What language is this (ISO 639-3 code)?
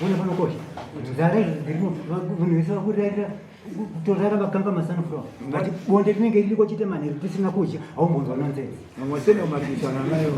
sna